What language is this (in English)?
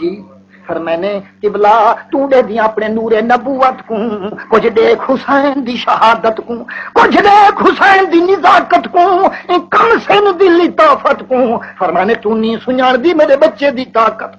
Saraiki